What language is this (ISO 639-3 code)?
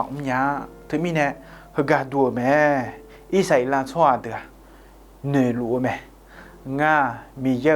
ahk